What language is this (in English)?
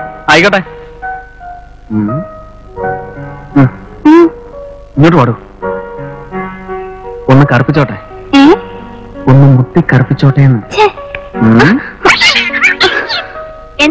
Malayalam